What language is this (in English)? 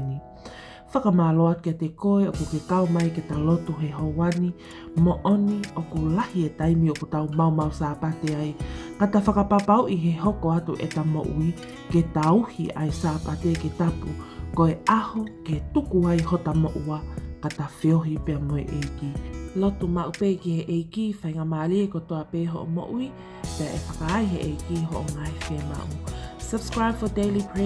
Tongan